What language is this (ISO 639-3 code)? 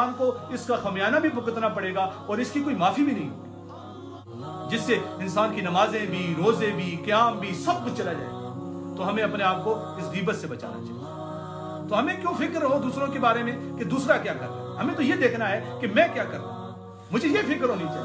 urd